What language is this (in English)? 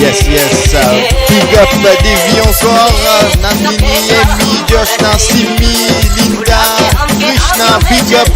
Morisyen